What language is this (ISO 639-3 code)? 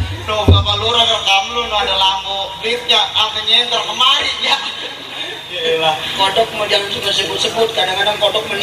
bew